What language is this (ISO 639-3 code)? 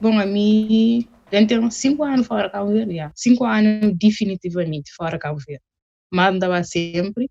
kea